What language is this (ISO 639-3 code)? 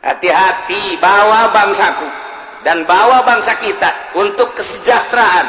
sun